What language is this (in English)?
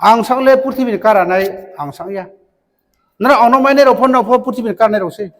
Riang (India)